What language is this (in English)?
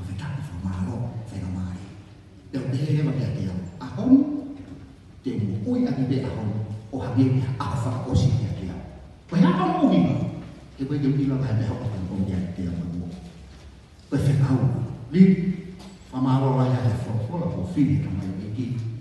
Tongan